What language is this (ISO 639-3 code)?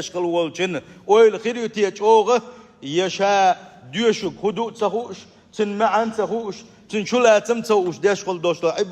che